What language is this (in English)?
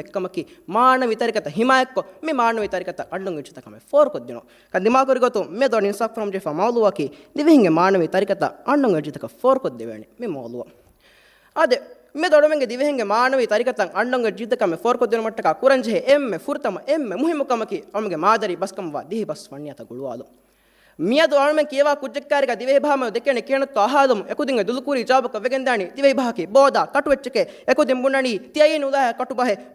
Divehi